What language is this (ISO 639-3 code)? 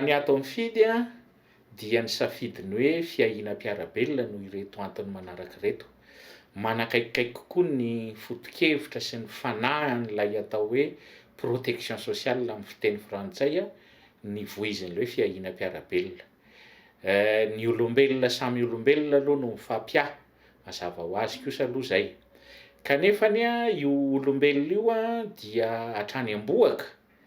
mlg